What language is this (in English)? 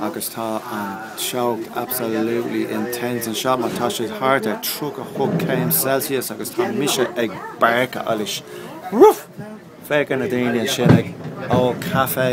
Irish